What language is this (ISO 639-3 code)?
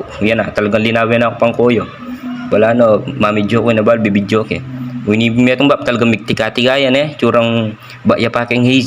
pam